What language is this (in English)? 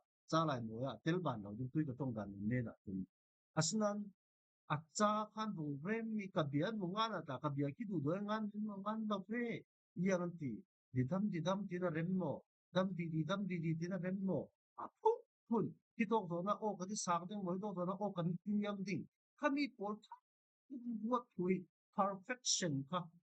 Falam Chin